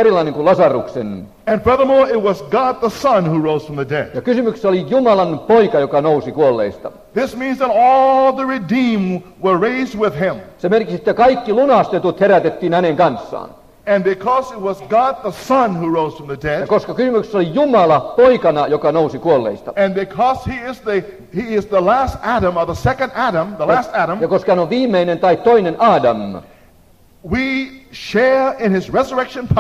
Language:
Finnish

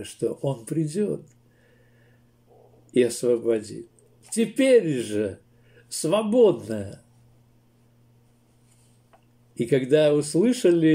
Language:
Russian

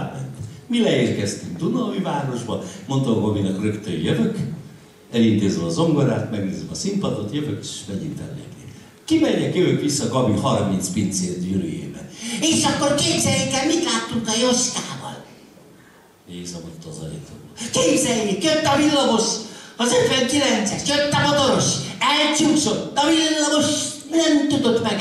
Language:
Hungarian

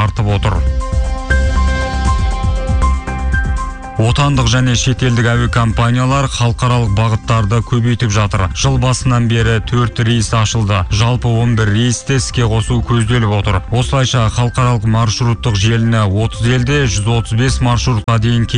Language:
Kazakh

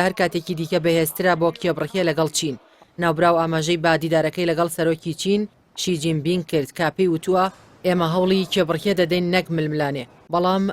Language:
Central Kurdish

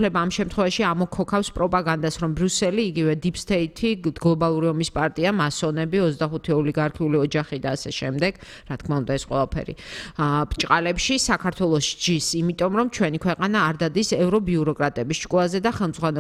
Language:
Georgian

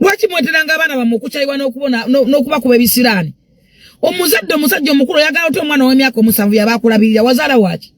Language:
Ganda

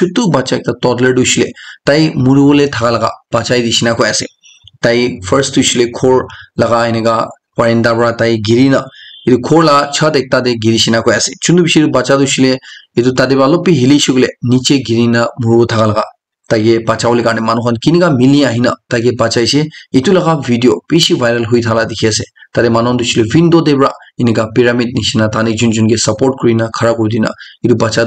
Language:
Naga Pidgin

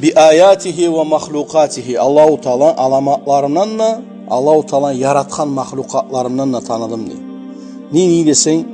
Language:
Kumyk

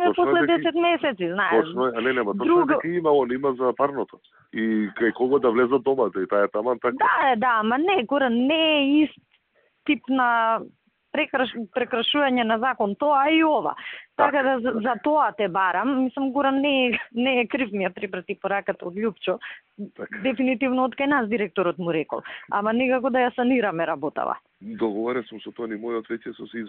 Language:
Macedonian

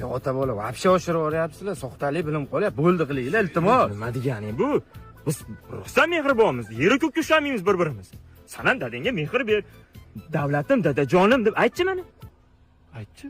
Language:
Uzbek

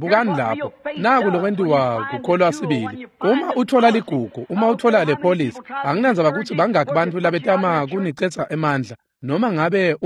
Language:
Swati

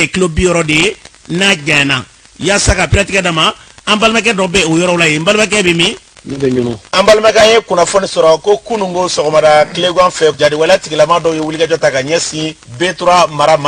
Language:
Bambara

